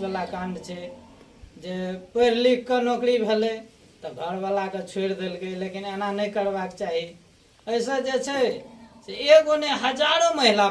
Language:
Maithili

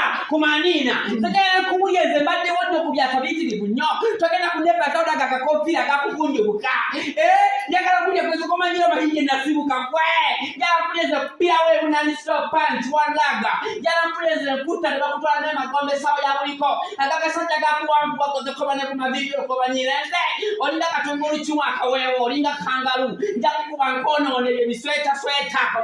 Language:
Ganda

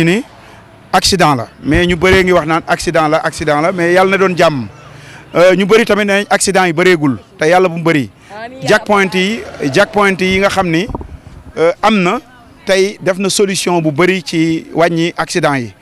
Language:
Wolof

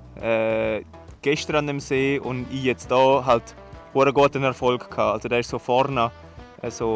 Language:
Swiss German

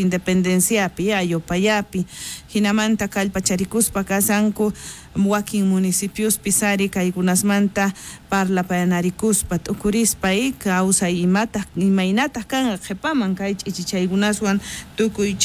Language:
South Bolivian Quechua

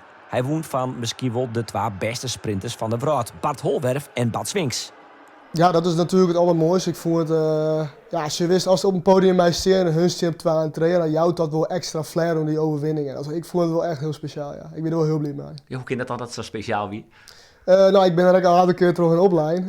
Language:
Western Frisian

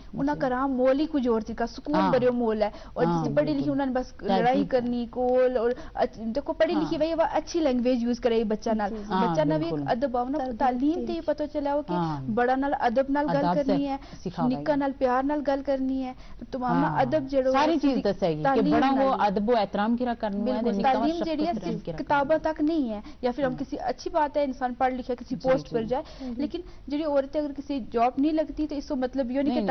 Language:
Gujari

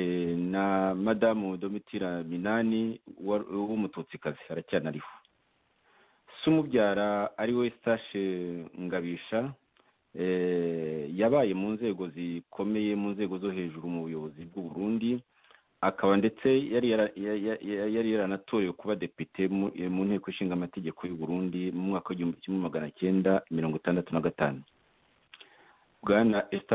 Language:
Kinyarwanda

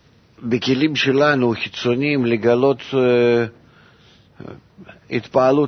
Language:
Hebrew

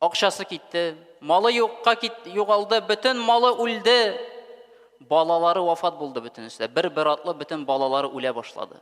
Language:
Tatar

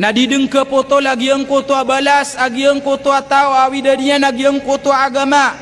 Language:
Maranao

